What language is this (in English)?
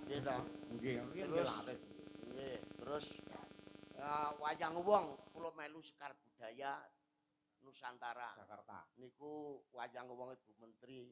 Javanese